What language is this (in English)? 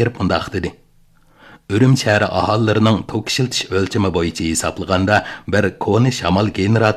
Uyghur